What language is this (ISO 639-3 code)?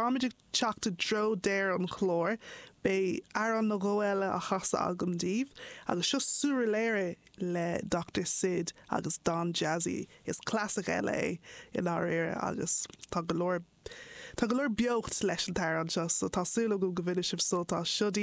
gle